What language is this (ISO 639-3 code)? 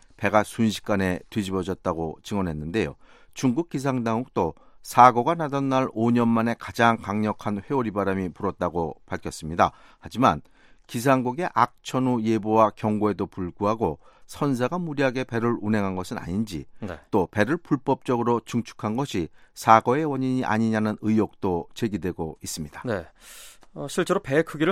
kor